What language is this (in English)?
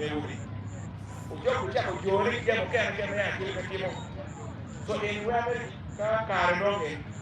Acoli